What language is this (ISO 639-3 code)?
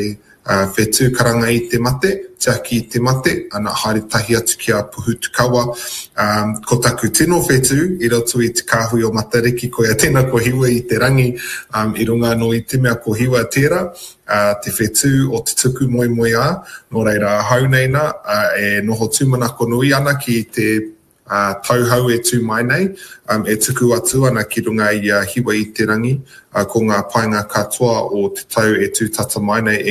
mri